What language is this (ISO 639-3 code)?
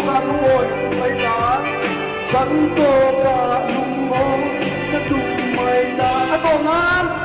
lus